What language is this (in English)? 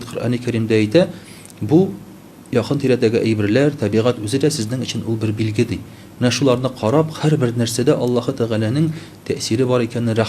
Tatar